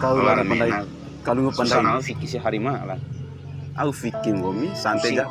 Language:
Bima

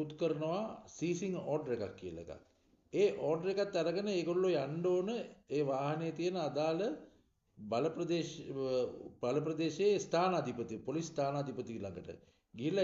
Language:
Sinhala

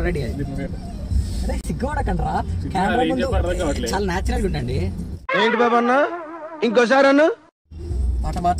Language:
Telugu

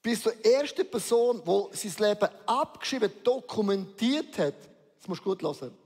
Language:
Swiss German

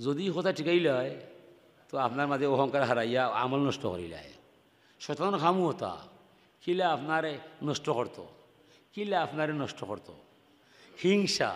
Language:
Sylheti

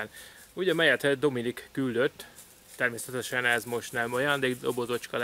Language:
Hungarian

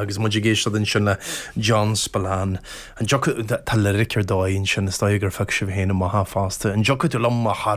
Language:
Irish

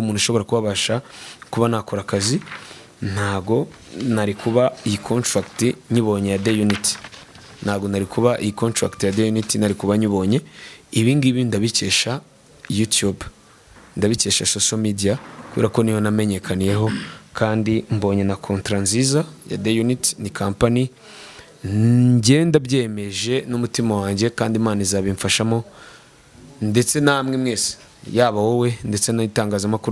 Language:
Kinyarwanda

